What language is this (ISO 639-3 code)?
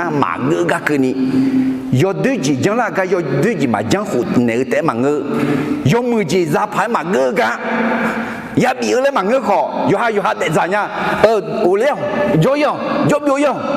ahk